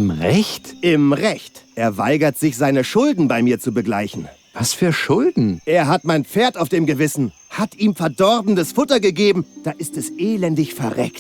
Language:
Bavarian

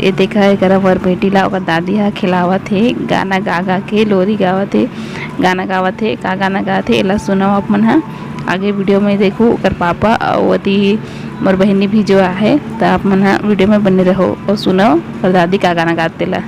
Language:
Chhattisgarhi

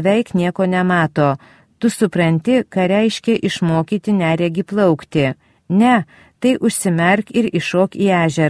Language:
Lithuanian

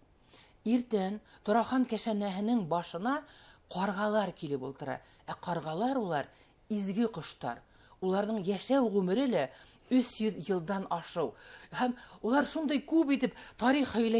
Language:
Bashkir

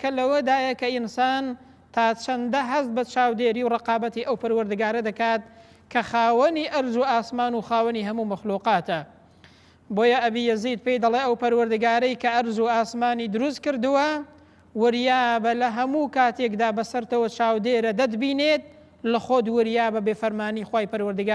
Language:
Central Kurdish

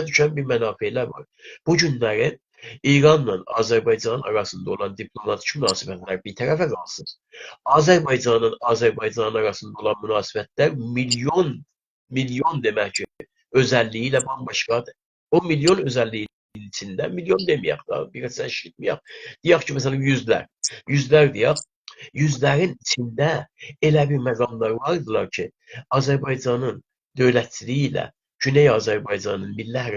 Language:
South Azerbaijani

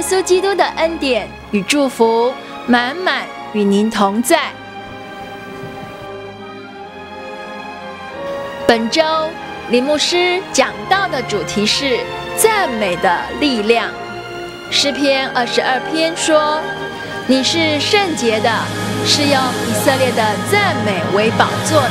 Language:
Chinese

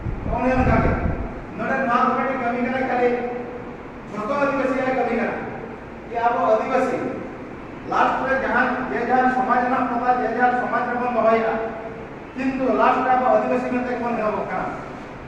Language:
Santali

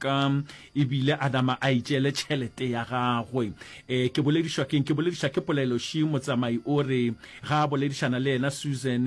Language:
Northern Sotho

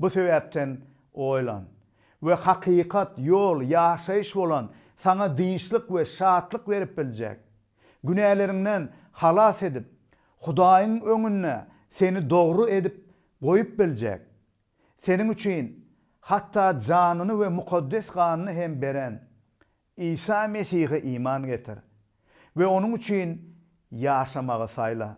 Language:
Turkmen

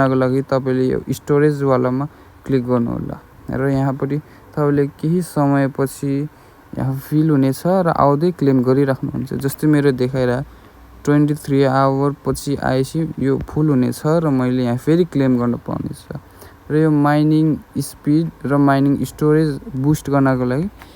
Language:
Nepali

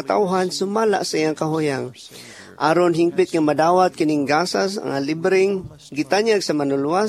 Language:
Cebuano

